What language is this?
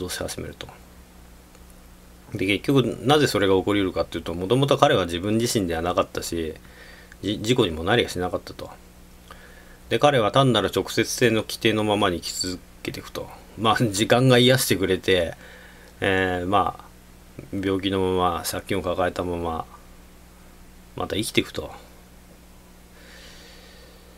Japanese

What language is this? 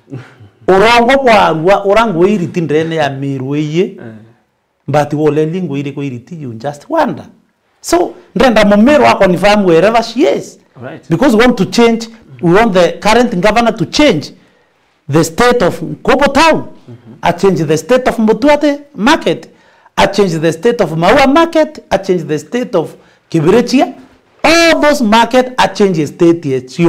Meru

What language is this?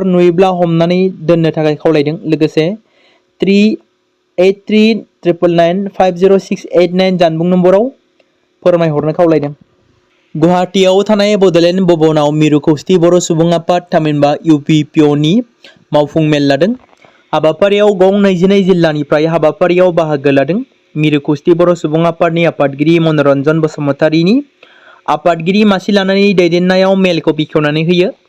Bodo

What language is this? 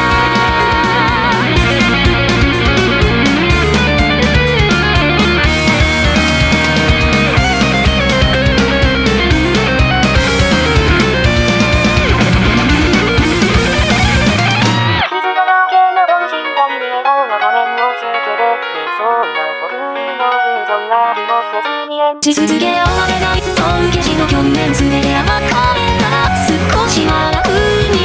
Japanese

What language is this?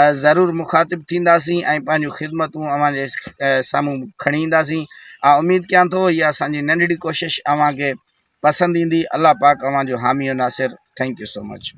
Sindhi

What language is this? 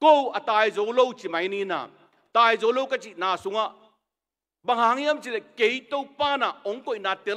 Tedim Chin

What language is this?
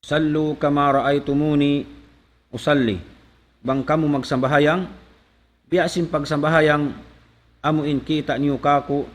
Tausug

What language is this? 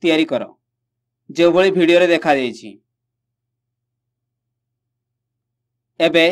Odia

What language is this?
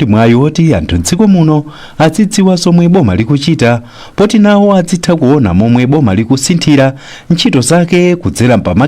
Nyanja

